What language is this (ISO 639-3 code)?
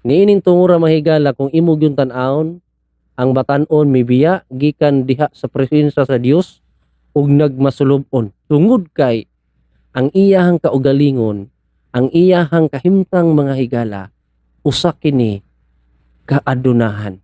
ceb